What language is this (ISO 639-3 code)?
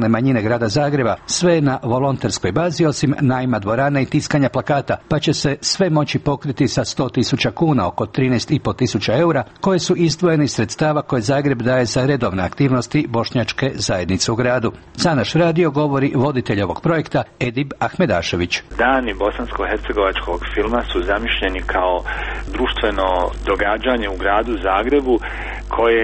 hrv